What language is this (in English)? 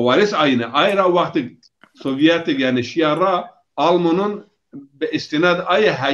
Zaza